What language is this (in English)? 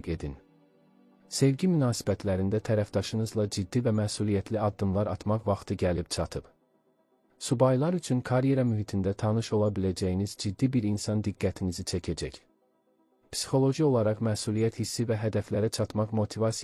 Azerbaijani